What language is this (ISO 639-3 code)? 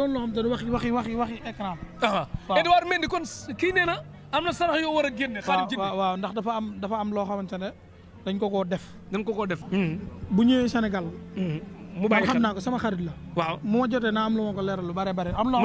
wol